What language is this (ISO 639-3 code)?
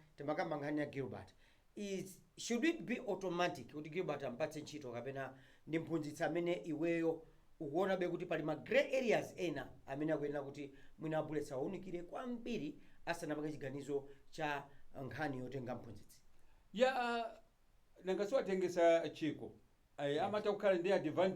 nya